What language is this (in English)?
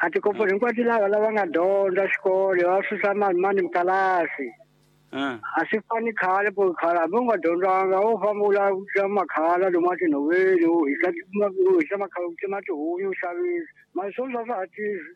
Tsonga